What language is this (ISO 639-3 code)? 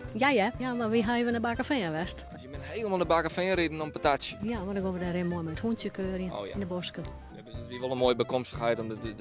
fry